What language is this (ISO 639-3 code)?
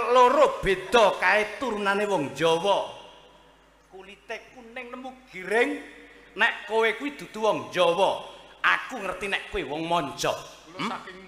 jav